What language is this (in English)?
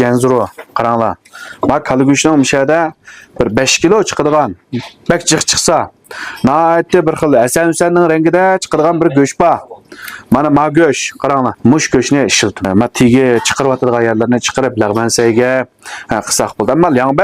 Uyghur